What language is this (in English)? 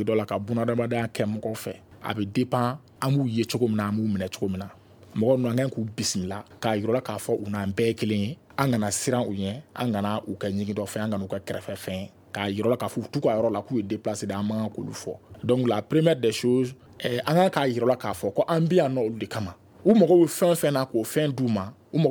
Bambara